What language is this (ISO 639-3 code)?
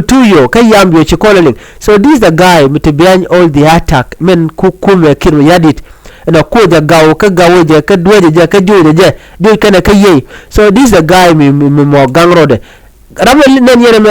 nus